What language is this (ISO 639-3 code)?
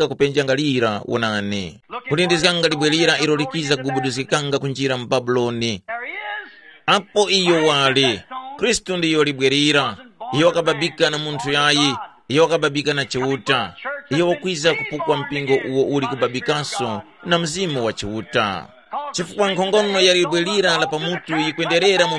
tum